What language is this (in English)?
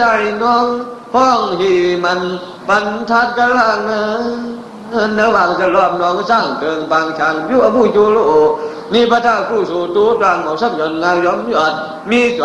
Thai